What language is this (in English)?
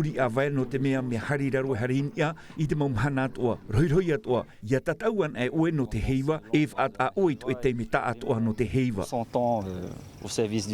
Tahitian